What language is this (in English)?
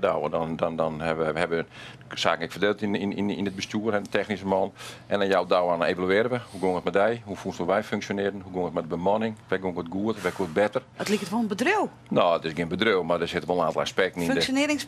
Western Frisian